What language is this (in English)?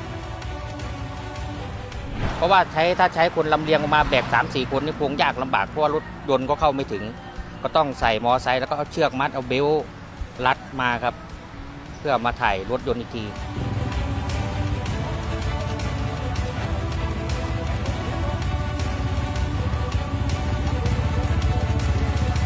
Thai